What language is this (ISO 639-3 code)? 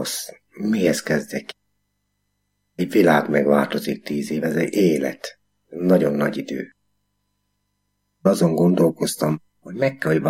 hun